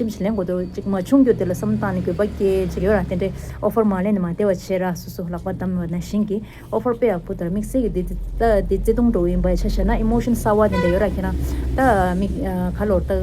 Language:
Tibetan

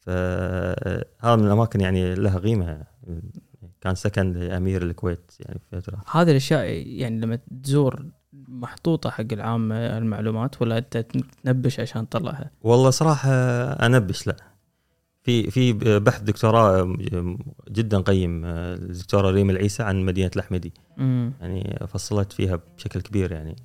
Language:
Gulf Arabic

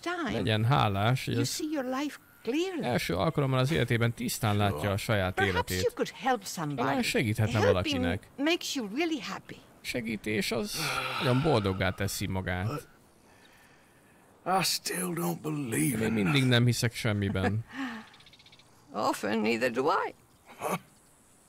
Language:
Hungarian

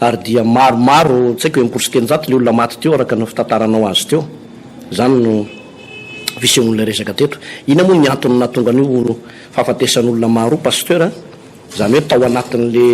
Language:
Malagasy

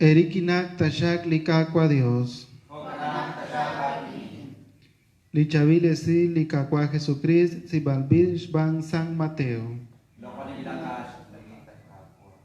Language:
Kekchí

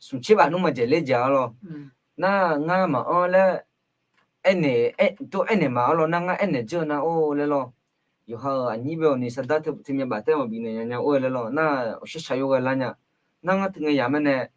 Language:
Akha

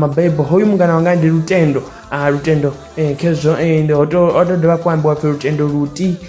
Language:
Venda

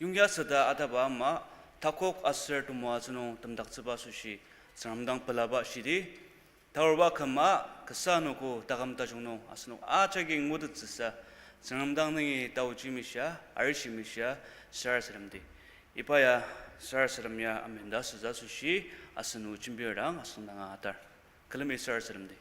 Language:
Ao Naga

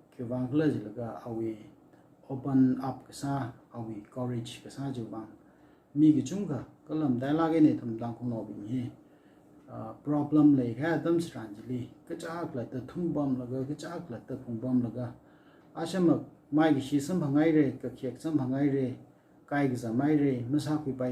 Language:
Tangkhul Naga (India)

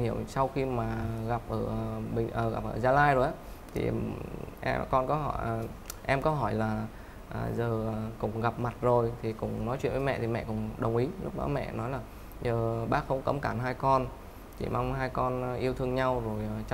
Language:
Vietnamese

